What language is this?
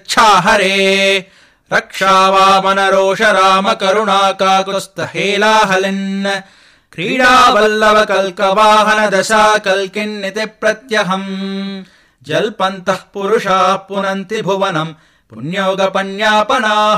Sanskrit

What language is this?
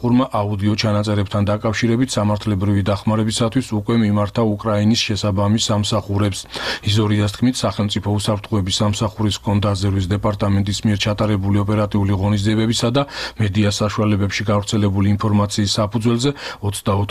Georgian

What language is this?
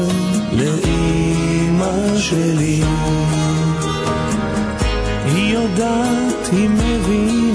Hebrew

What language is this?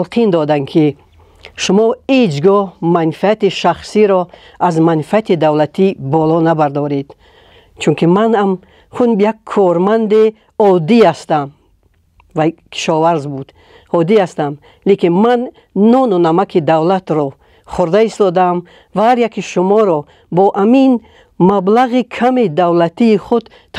Tajik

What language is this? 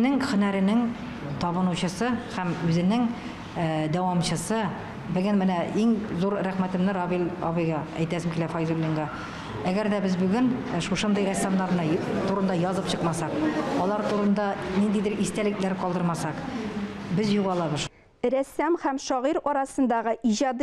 Tatar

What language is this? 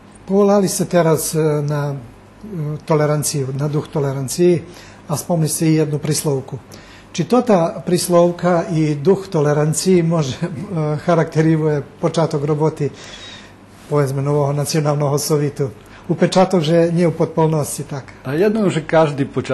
Rusyn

